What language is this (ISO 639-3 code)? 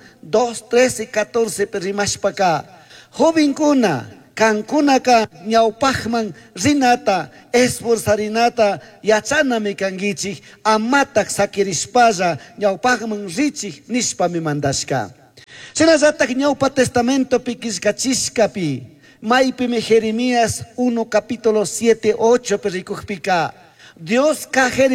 qug